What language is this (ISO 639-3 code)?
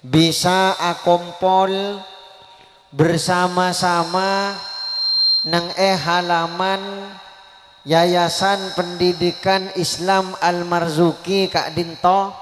mad